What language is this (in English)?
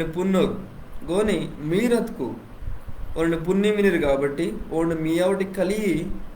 Koya